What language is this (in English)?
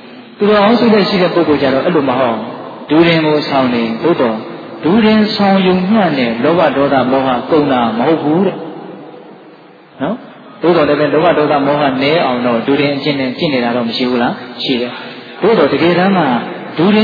Burmese